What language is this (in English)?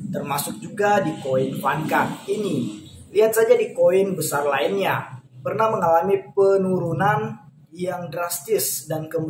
Indonesian